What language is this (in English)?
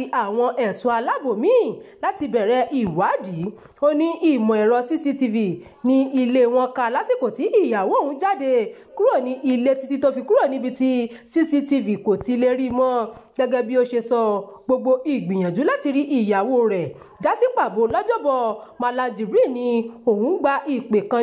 Yoruba